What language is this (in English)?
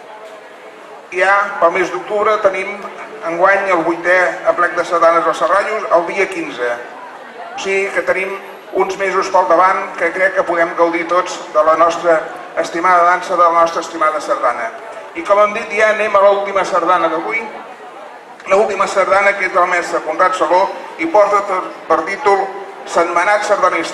Catalan